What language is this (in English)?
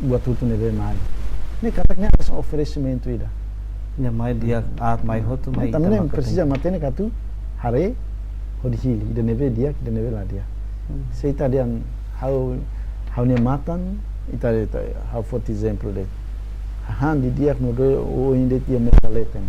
Tetum